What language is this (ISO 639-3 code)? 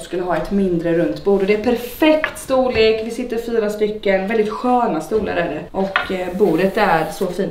swe